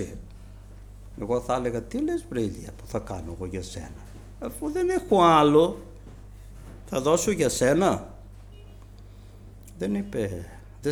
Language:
Greek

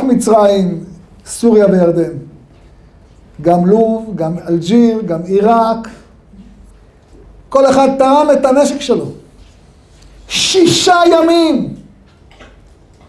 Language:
Hebrew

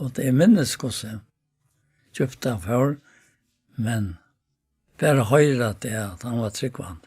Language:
Faroese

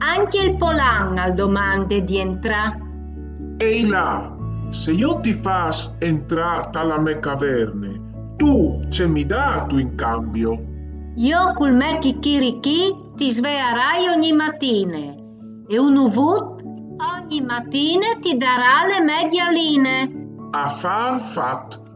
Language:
Friulian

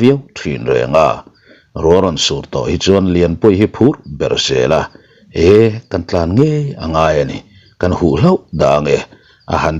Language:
Mizo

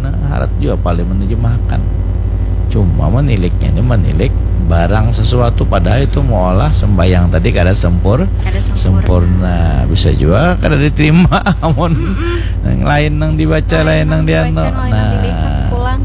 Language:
Banjar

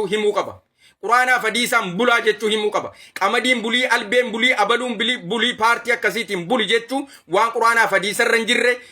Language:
Oromo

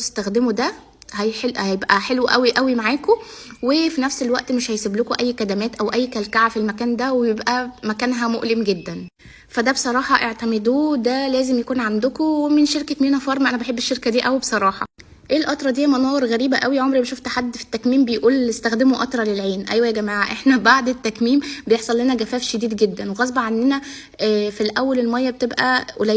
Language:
Egyptian Arabic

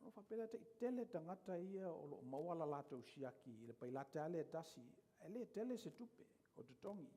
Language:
Samoan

